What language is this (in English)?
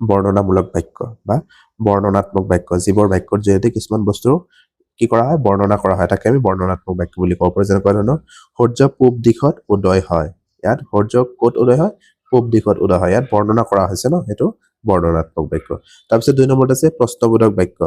Assamese